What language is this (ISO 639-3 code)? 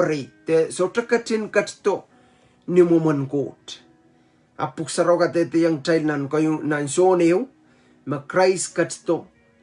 pon